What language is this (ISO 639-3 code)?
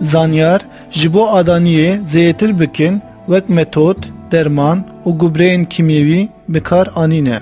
kur